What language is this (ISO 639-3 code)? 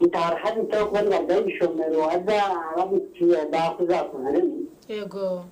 nyn